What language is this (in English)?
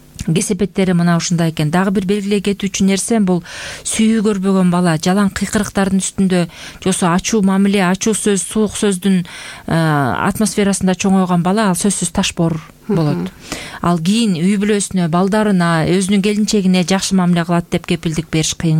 Kyrgyz